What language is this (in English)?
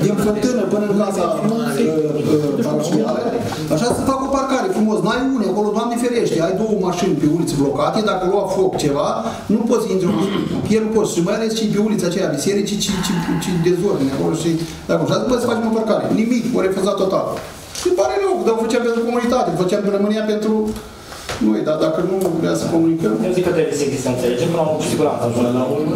Romanian